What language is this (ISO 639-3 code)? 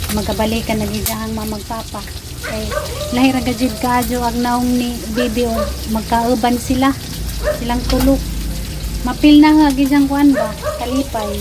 ceb